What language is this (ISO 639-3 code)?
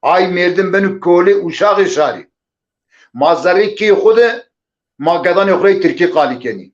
zza